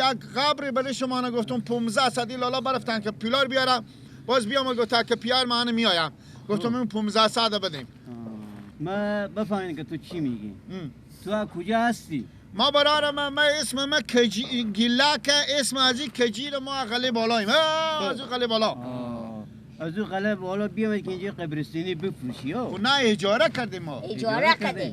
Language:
Persian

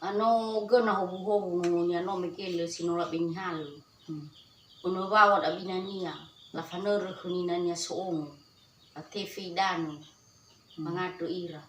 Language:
Nias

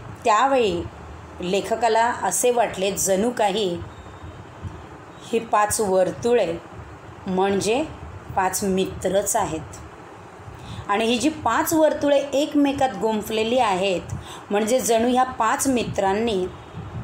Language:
Marathi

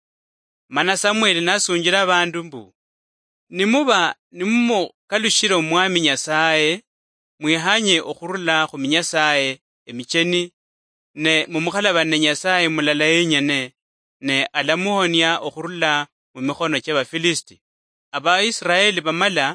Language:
Luyia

